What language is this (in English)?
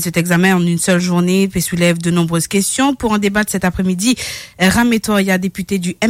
Morisyen